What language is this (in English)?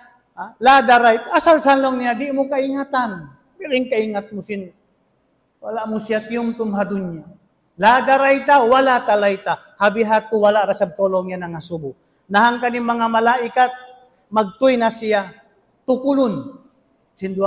Tausug